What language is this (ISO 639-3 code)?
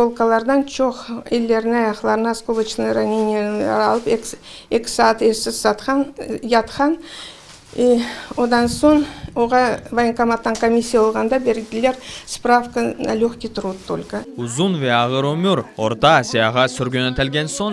crh